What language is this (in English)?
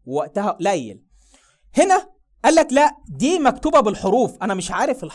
Egyptian Arabic